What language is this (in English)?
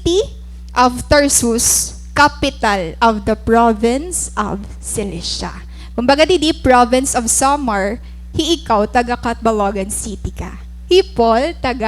Waray